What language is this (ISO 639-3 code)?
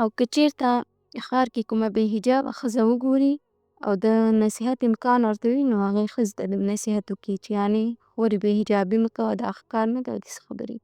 pus